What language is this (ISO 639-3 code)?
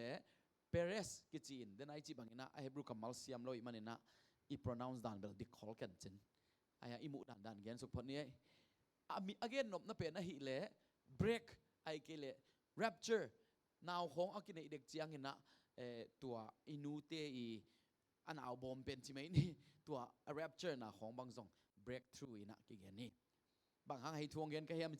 ctd